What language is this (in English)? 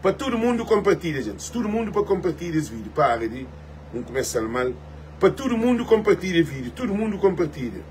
Kabuverdianu